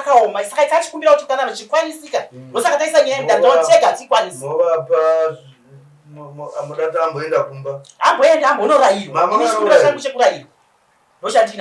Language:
Shona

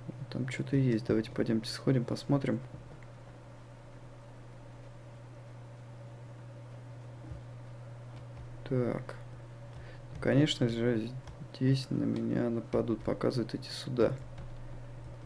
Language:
Russian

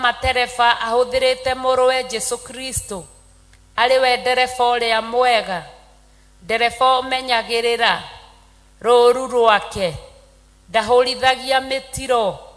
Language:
Kikuyu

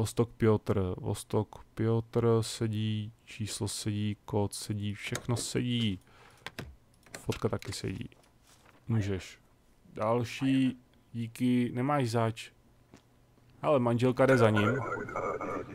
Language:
Czech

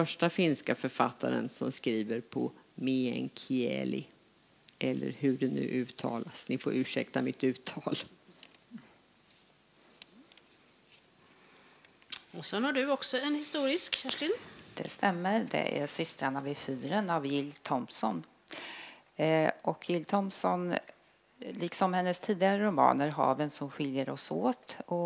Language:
Swedish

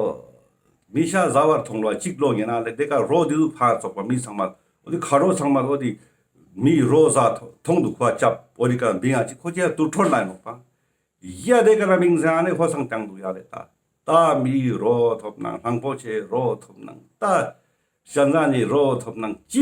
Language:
Ladakhi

